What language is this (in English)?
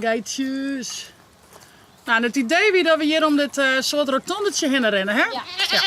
Western Frisian